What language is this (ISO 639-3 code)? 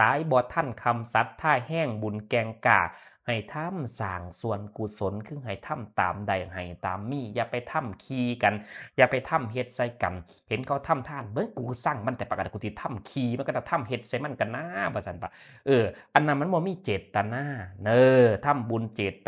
tts